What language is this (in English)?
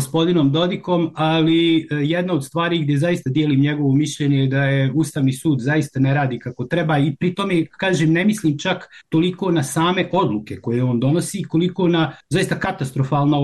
Bosnian